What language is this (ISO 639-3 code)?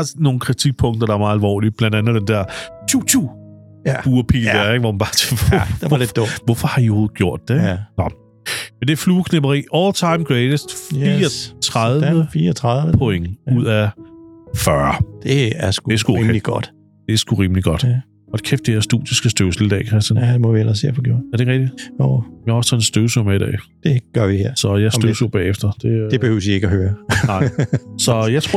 dan